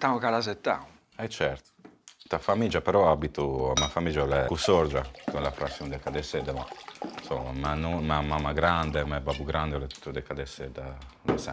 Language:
Sardinian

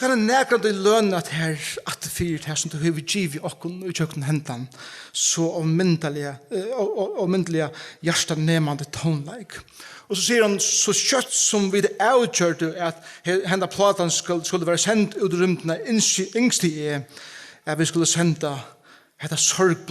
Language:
Faroese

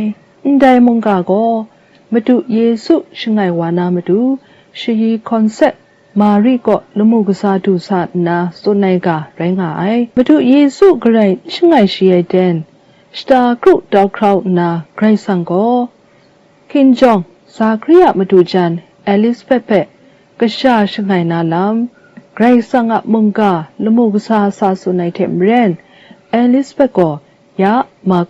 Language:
Kachin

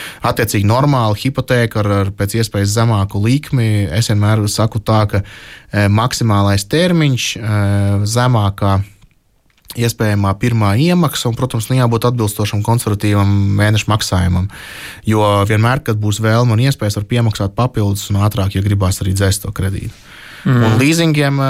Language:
Latvian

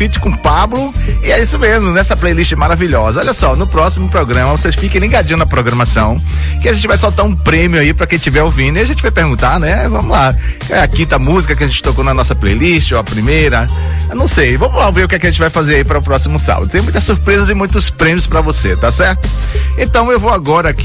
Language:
Portuguese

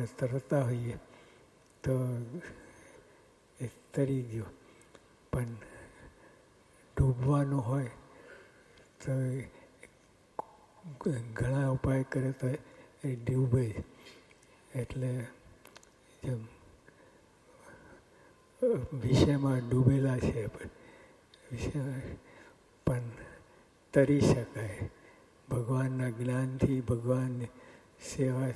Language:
Gujarati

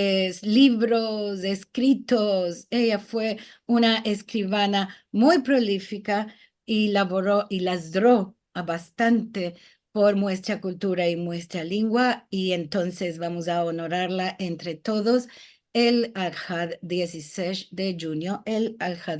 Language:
Ladino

